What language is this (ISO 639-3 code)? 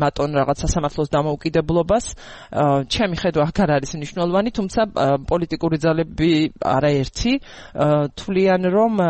kat